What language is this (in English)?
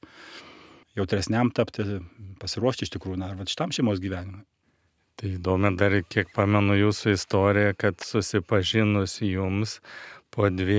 Lithuanian